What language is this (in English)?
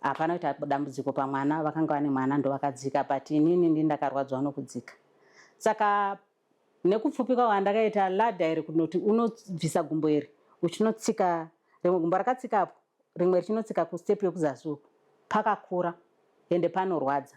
Shona